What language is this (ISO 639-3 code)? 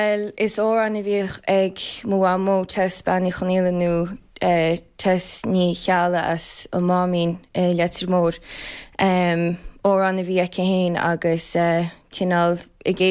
gle